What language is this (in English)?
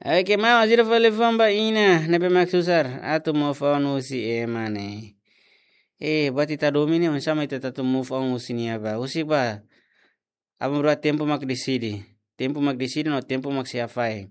Tetum